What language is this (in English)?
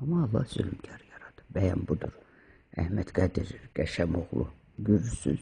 Azerbaijani